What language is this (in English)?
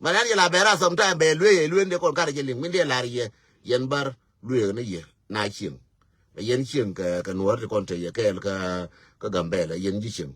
Nuer